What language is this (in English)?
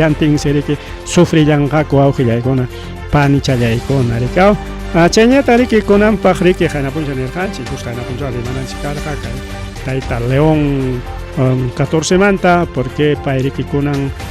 Ayacucho Quechua